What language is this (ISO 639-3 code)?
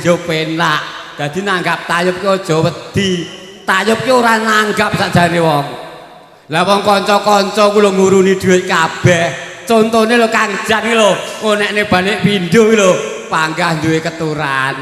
jav